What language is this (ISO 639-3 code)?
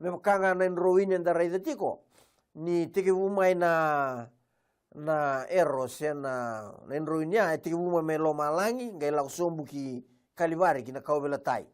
fij